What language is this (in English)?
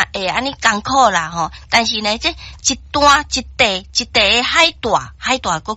Min Nan Chinese